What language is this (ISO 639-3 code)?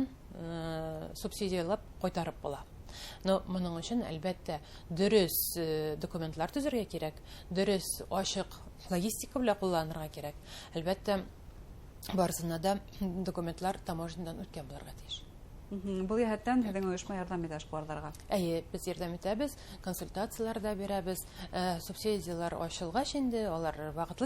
bak